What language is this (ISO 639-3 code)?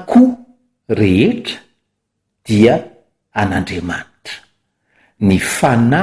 mlg